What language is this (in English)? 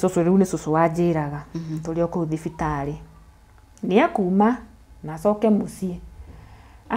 Kikuyu